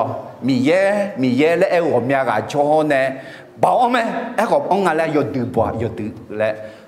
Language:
Akha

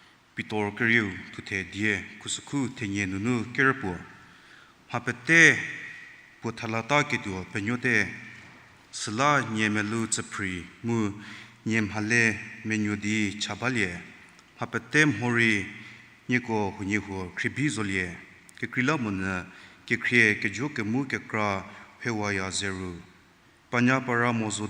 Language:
Angami Naga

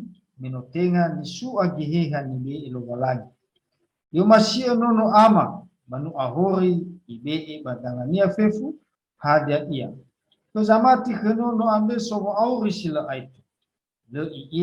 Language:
Nias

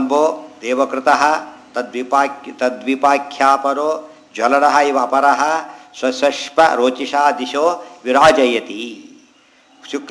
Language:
Kannada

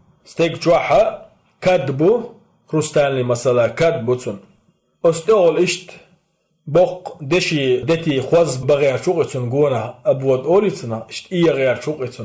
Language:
Chechen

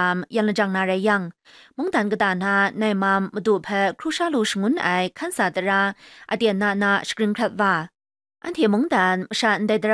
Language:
Kachin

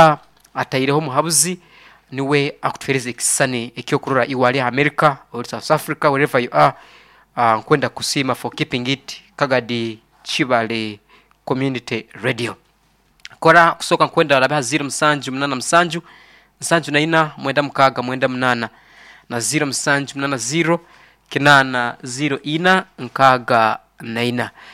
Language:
Nyoro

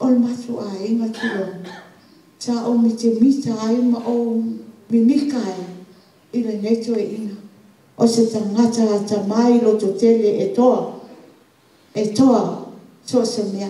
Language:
Samoan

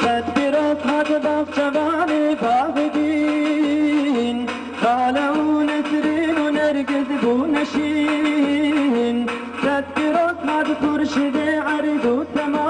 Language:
Kurdish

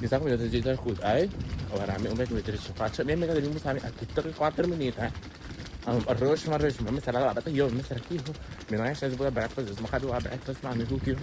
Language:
Papiamento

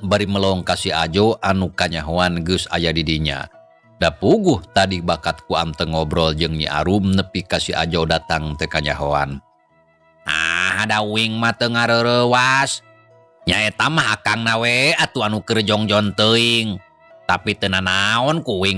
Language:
Sundanese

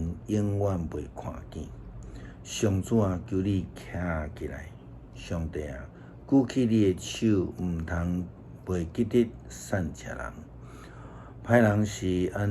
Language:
Min Nan Chinese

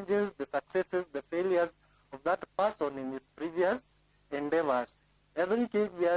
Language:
Meru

